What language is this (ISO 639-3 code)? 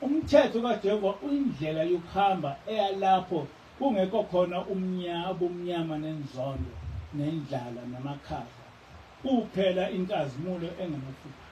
zul